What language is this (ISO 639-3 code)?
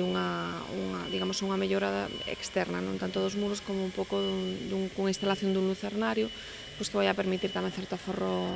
glg